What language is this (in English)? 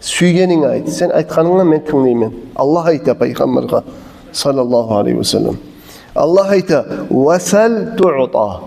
Kumyk